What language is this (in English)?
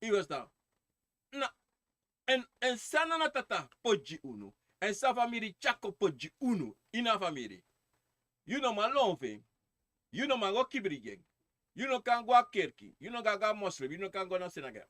Sranan Tongo